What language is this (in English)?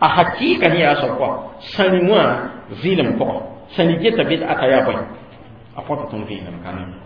Mossi